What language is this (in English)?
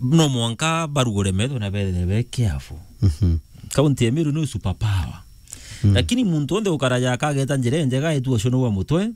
Meru